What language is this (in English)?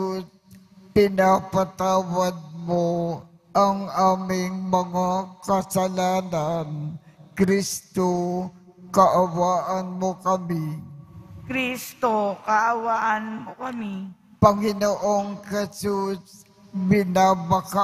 Filipino